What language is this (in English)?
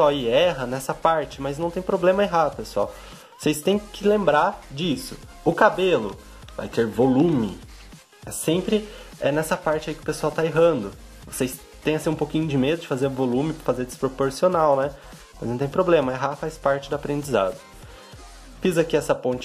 Portuguese